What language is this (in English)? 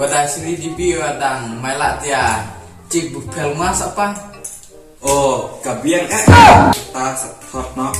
Khasi